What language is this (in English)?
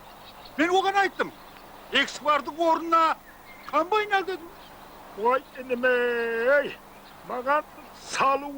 Kara-Kalpak